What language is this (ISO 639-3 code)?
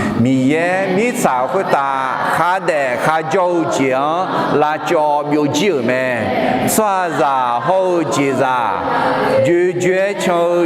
ahk